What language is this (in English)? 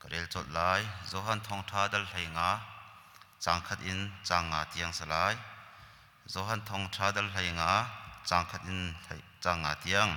Hakha Chin